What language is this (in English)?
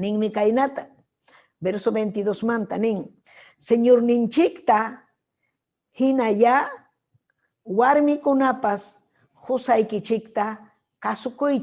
Ayacucho Quechua